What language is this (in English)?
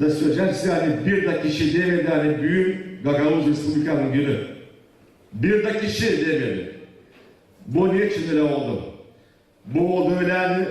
Gagauz